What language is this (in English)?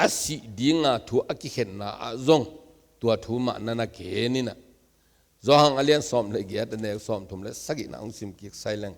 Tedim Chin